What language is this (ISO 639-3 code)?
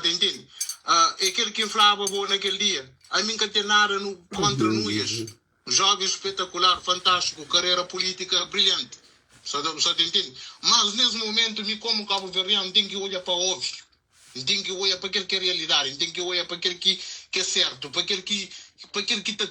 kea